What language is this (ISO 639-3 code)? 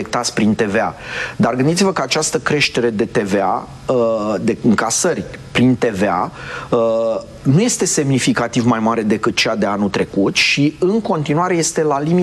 ron